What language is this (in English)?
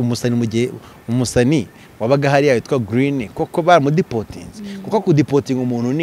Kinyarwanda